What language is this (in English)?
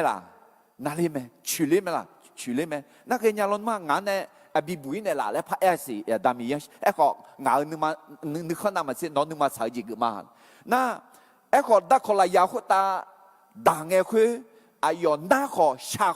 Akha